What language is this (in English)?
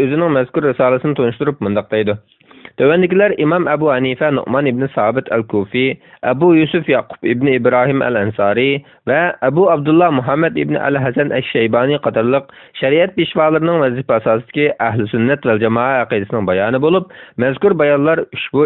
Uyghur